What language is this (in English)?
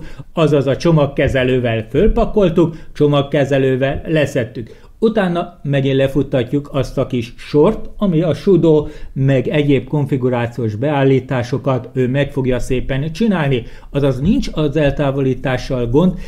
Hungarian